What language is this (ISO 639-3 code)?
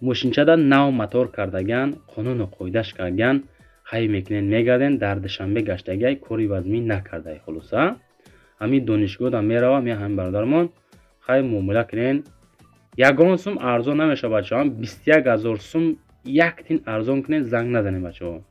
tgk